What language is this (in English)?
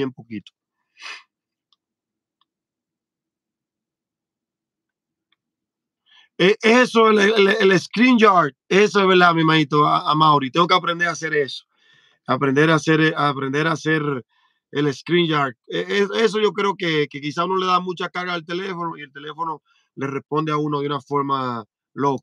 Spanish